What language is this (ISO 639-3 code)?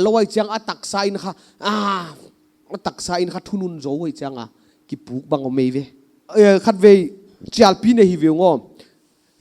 pck